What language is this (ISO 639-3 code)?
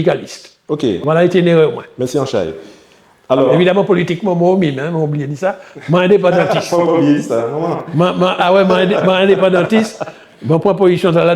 gcf